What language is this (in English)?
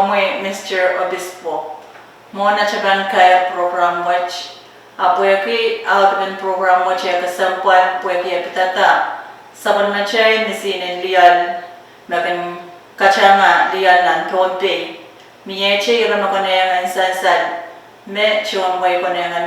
Pohnpeian